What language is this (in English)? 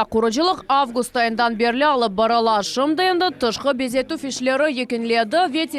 Crimean Tatar